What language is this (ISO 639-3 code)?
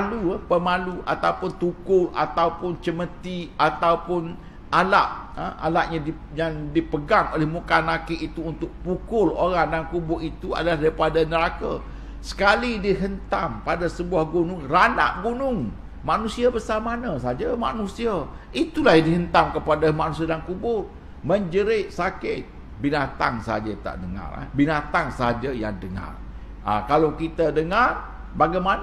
msa